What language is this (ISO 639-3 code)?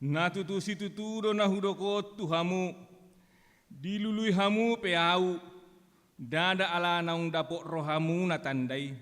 bbc